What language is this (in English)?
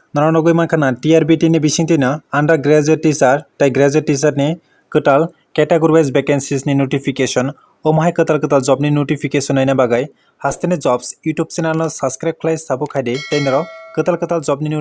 Kok Borok